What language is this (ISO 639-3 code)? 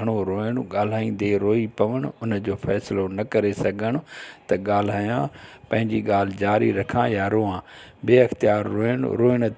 snd